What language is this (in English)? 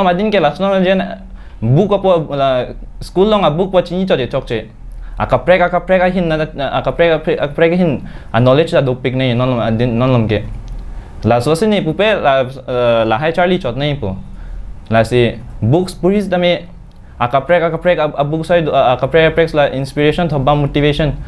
Karbi